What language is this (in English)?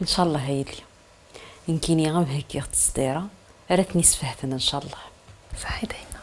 Kabyle